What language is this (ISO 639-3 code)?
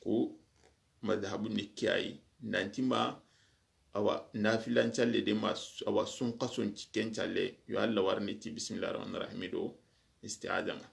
snk